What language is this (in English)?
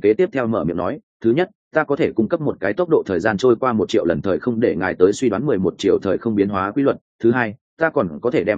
Vietnamese